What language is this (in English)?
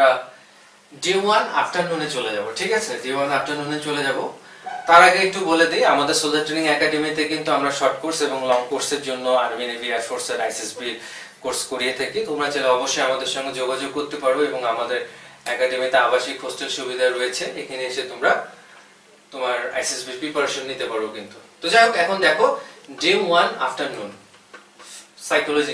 Bangla